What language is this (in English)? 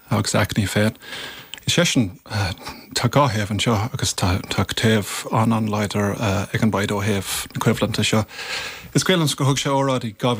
Irish